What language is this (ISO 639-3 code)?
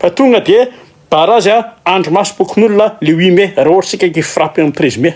mlg